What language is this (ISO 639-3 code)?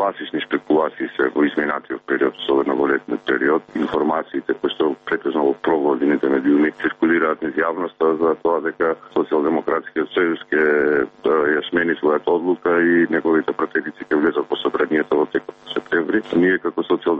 mkd